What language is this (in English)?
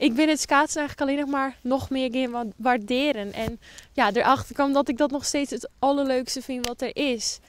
Western Frisian